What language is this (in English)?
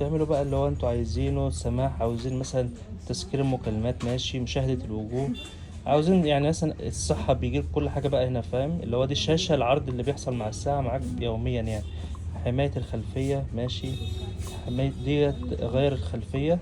Egyptian Arabic